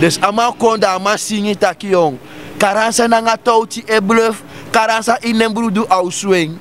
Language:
Sranan Tongo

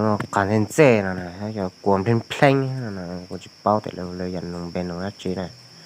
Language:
Hmong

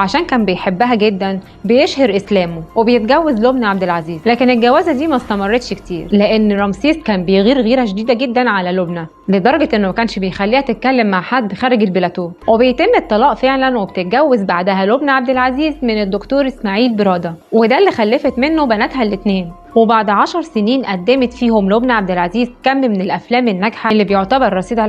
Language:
Egyptian Arabic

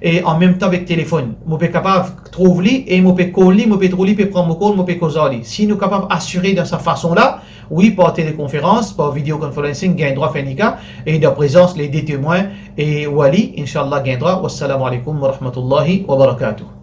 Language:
Morisyen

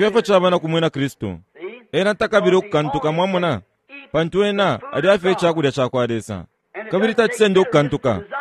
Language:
Bemba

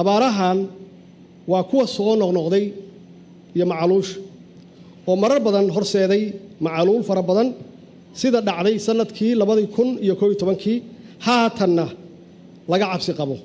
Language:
Somali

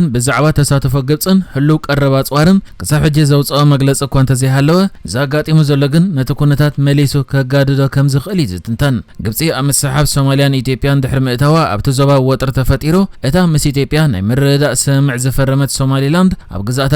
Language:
Tigrinya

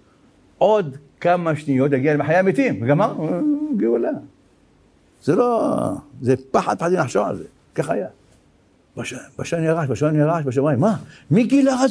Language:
Hebrew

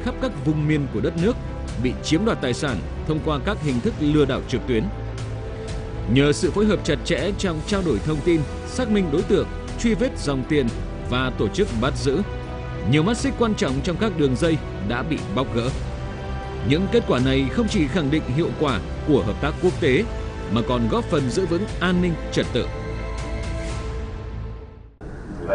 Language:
Vietnamese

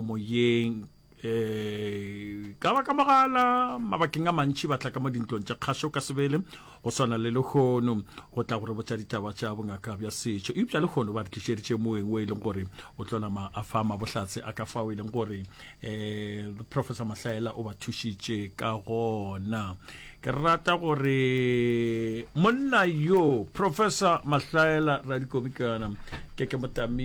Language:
Northern Sotho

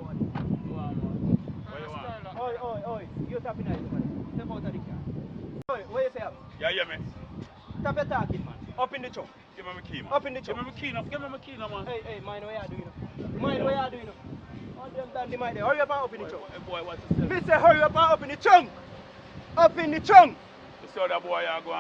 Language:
Jamaican Creole English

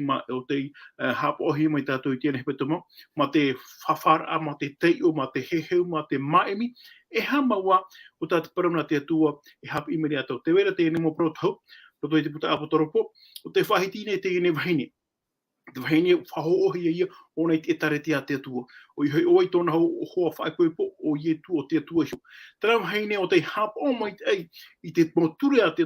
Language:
Tahitian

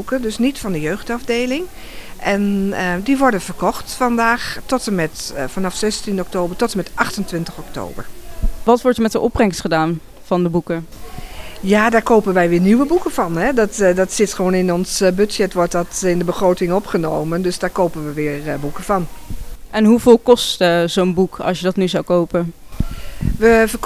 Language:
Dutch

